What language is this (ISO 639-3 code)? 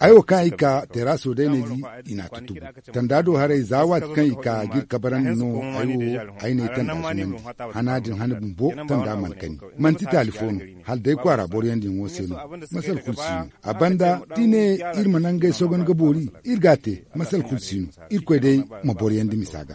dje